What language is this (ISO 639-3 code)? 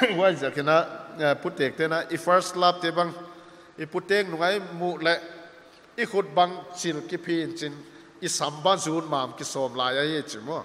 pck